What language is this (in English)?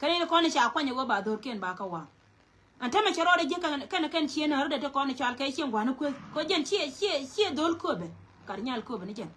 Nuer